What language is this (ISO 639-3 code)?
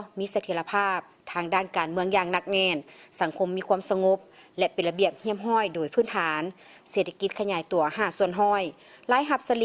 lao